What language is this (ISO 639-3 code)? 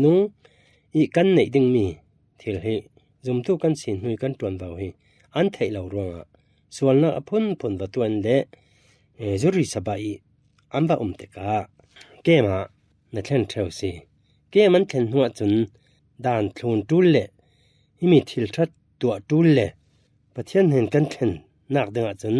cfm